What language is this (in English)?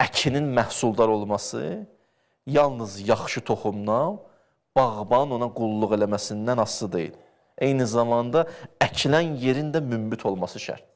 Azerbaijani